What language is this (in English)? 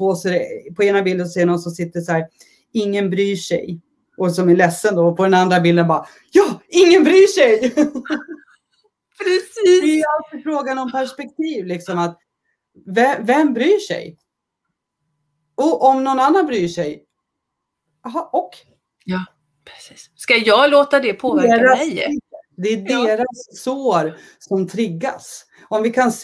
Swedish